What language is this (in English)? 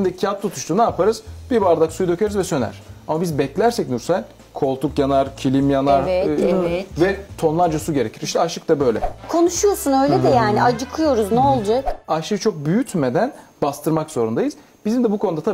Turkish